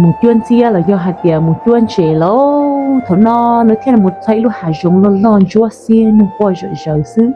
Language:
Hmong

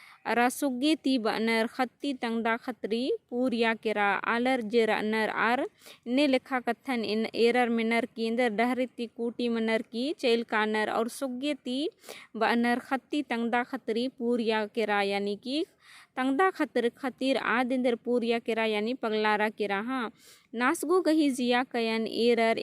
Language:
Kurukh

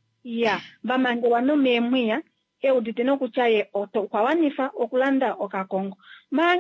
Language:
Kuanyama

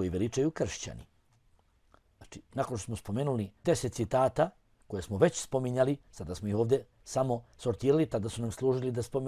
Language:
Bosnian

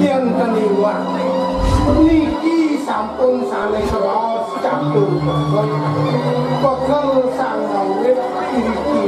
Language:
Balinese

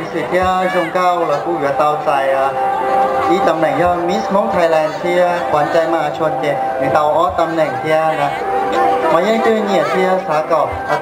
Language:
Hmong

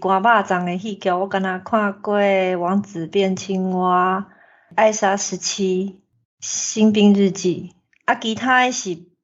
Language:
Min Nan Chinese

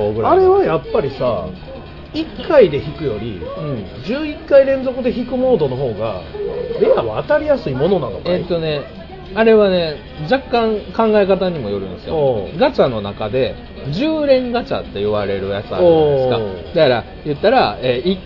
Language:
Japanese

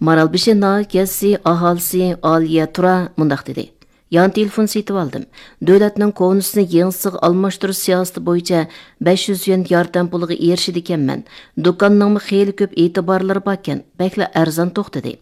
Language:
Uyghur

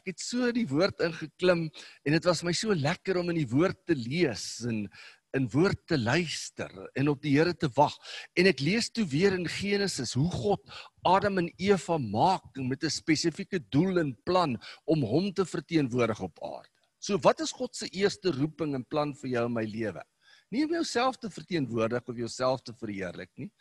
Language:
Afrikaans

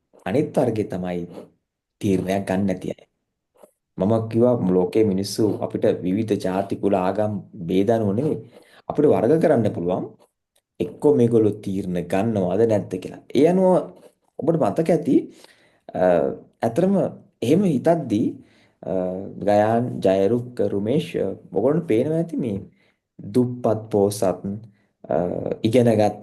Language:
Sinhala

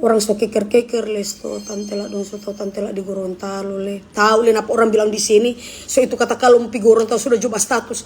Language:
Manado Malay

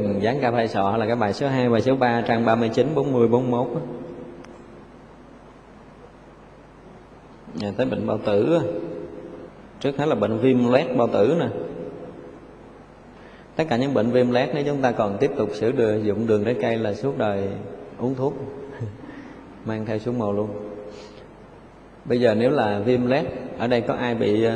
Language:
Vietnamese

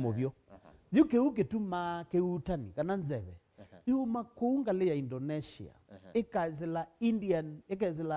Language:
Kamba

